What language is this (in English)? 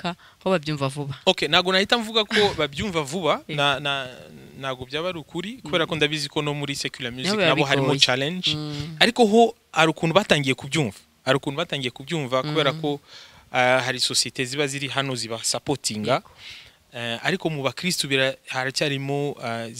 Kinyarwanda